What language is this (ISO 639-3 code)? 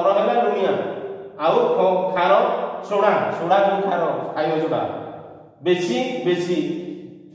ori